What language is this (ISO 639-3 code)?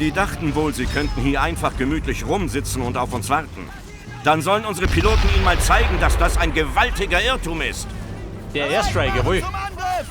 bar